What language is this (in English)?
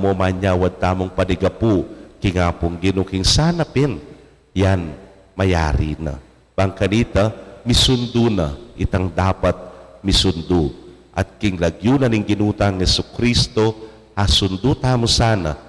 Pampanga